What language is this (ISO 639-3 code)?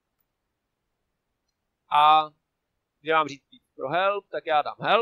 ces